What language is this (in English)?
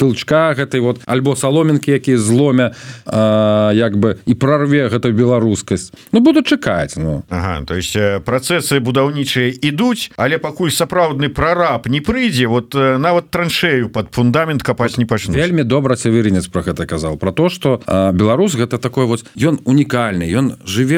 Belarusian